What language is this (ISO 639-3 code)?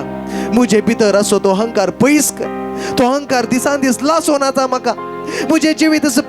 kok